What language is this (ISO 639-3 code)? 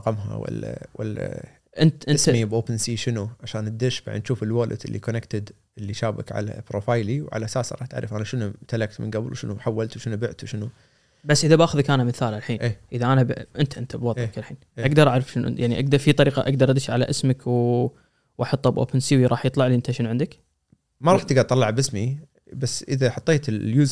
afb